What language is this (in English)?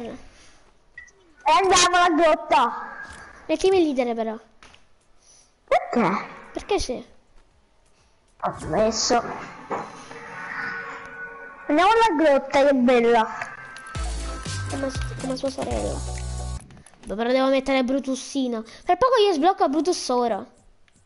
Italian